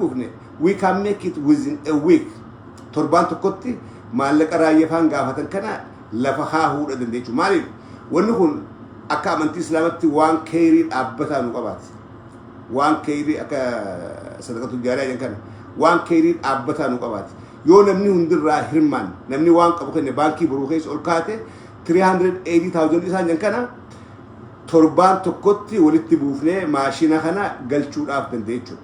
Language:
Oromo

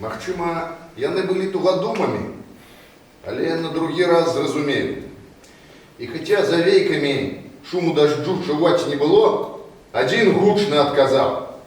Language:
Belarusian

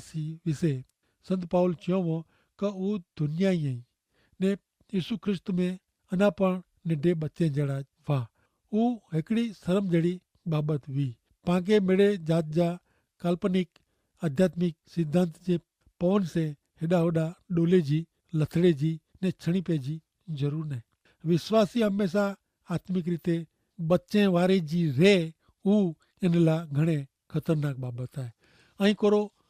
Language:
Kachhi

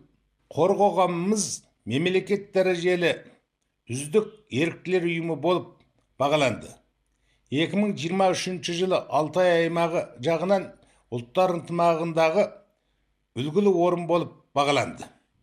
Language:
Kazakh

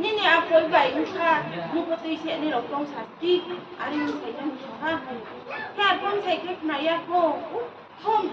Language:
Riang (India)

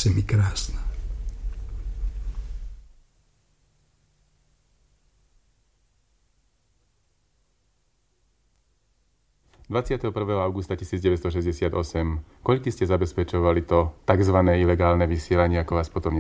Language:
Slovak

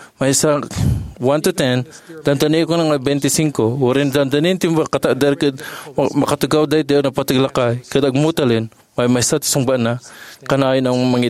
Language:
Iloko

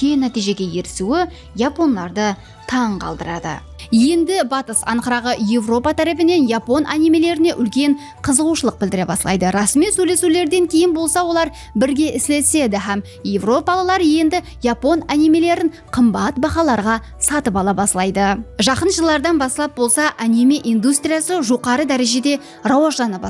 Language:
Kara-Kalpak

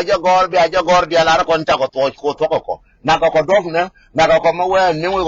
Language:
Nuer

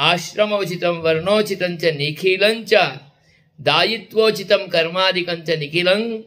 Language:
Sanskrit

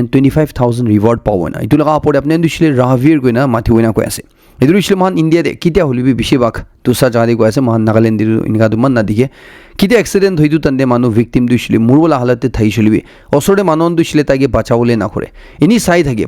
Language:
Naga Pidgin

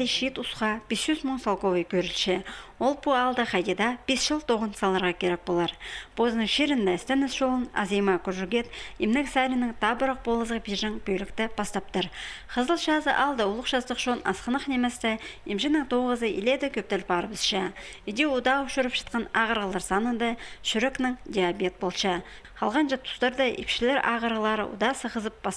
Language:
Khakas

